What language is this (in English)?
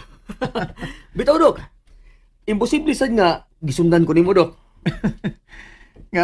Cebuano